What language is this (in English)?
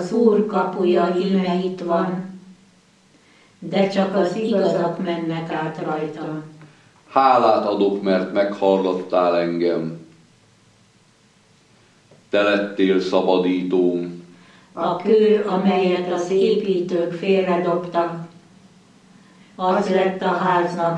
Hungarian